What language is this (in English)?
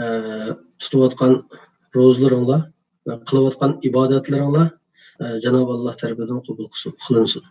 Uyghur